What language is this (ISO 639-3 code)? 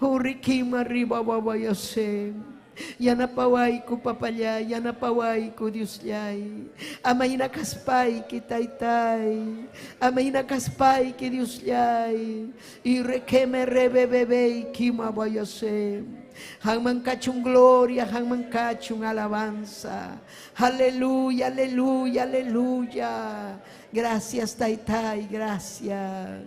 quy